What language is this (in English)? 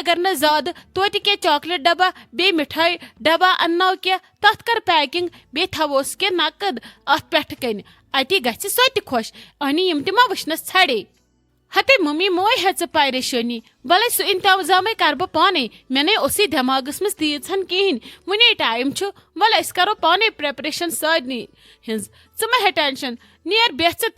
Kashmiri